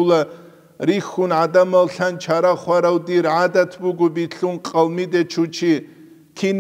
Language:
Avaric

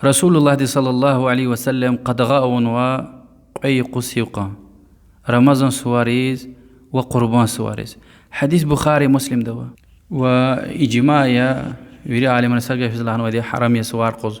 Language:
Lezghian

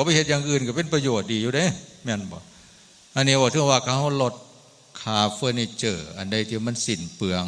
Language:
Northeastern Thai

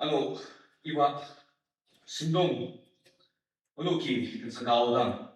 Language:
Ao Naga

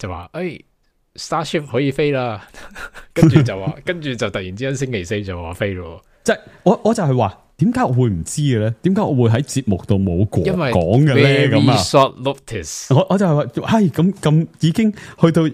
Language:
Cantonese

